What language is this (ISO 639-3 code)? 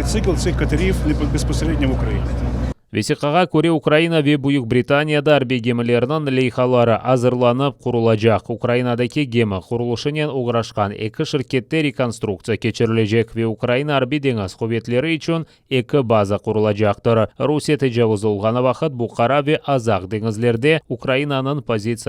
crh